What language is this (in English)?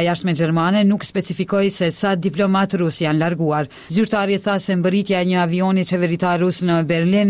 Albanian